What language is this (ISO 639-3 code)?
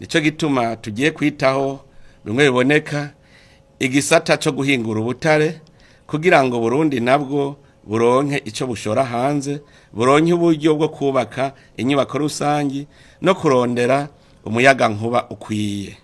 run